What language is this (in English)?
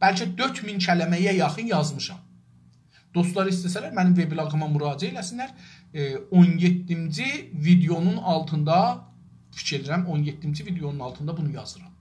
South Azerbaijani